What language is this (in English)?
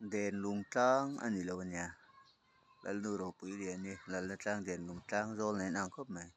Mizo